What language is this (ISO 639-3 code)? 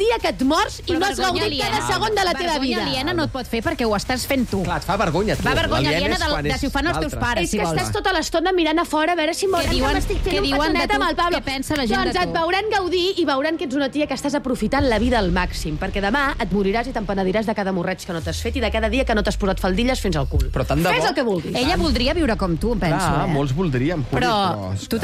cat